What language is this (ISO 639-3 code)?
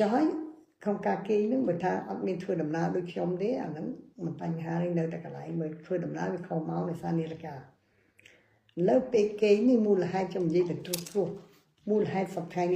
khm